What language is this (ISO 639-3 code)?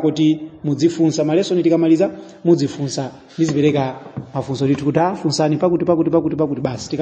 nya